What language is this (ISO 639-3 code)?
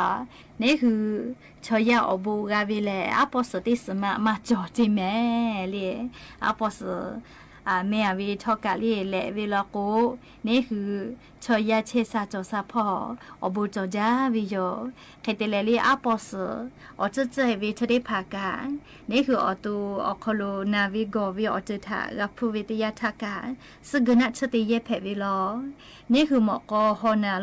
lhu